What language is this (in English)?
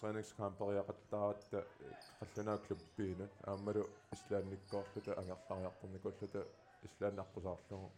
Kalaallisut